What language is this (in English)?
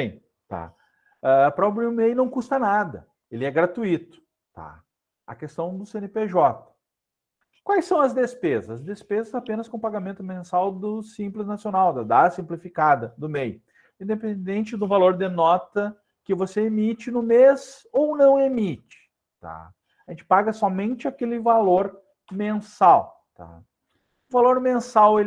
Portuguese